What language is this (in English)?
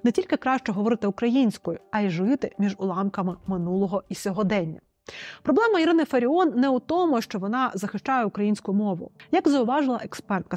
Ukrainian